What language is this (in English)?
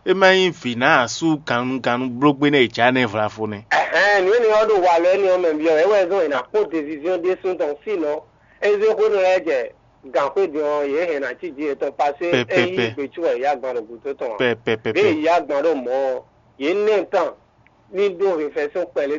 Fon